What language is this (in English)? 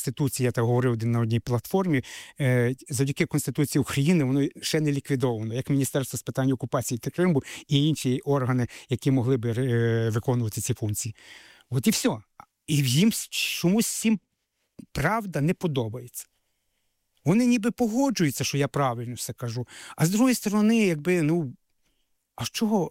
Ukrainian